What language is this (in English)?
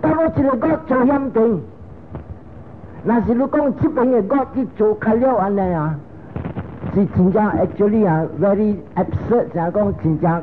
Min Nan Chinese